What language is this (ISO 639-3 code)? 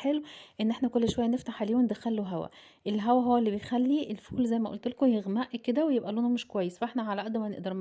arz